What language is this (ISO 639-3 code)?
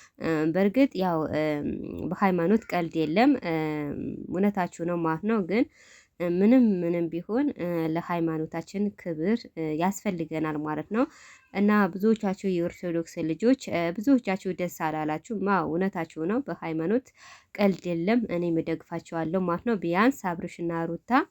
amh